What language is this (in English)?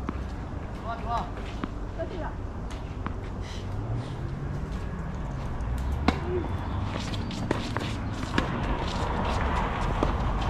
Korean